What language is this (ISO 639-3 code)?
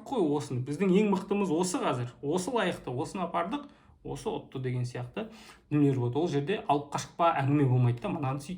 kaz